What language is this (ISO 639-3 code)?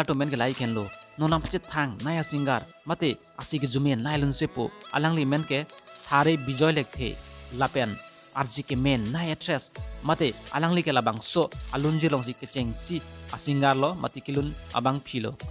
mjw